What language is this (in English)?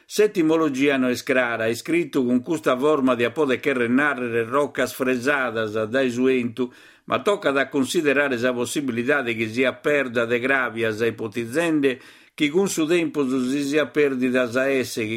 Sardinian